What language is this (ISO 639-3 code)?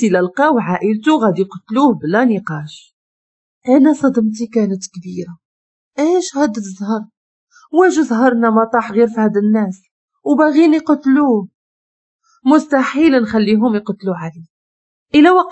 ary